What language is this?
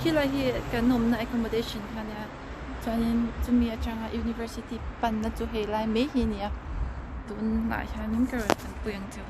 Mizo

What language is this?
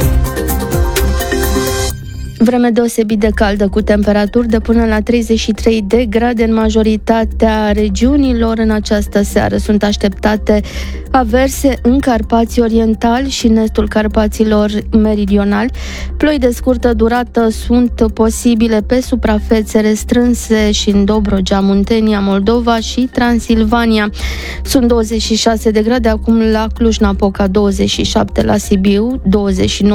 Romanian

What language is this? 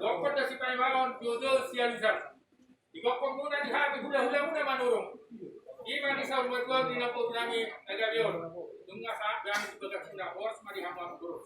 Batak Toba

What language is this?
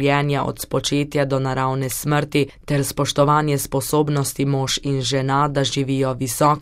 Slovenian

